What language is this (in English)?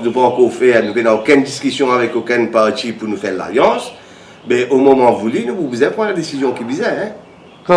Morisyen